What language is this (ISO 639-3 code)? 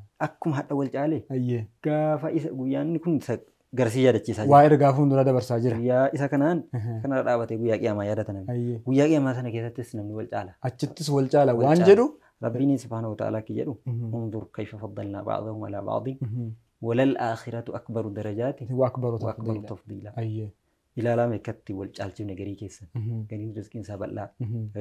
orm